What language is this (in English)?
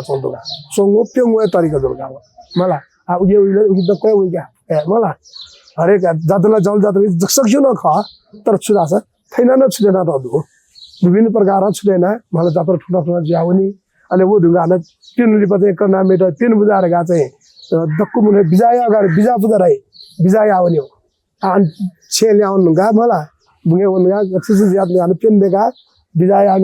Newari